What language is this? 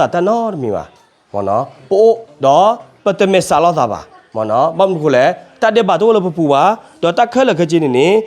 S'gaw Karen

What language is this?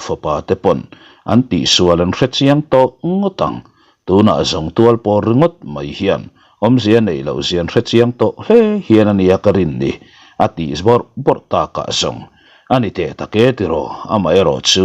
Mizo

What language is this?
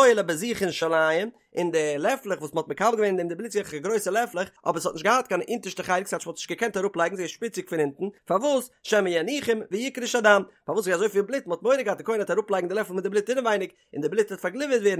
Yiddish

